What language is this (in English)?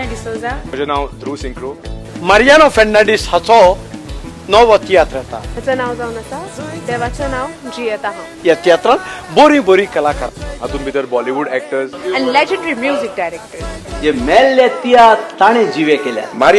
Konkani